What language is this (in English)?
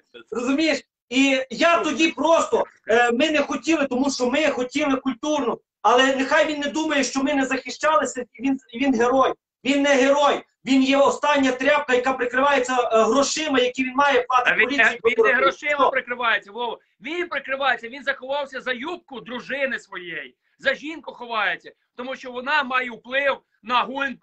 Ukrainian